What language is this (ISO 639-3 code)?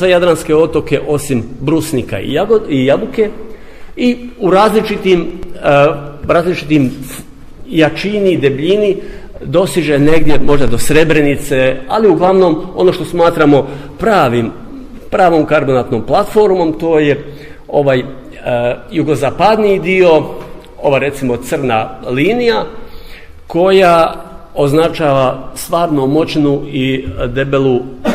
hrv